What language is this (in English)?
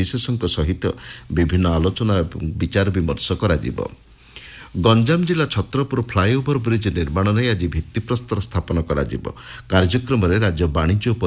Odia